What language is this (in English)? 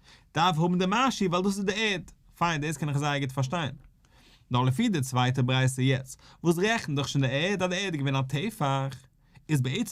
Yiddish